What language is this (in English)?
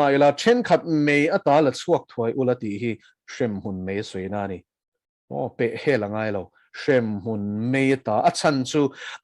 Mizo